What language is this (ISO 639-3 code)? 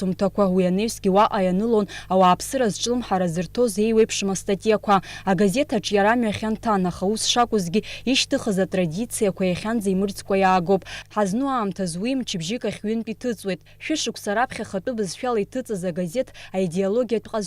abk